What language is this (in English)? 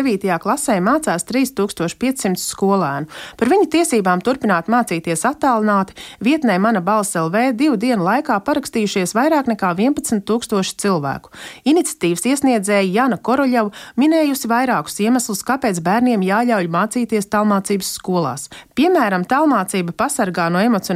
Latvian